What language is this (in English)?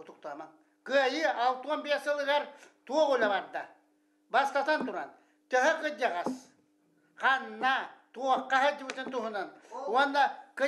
Yakut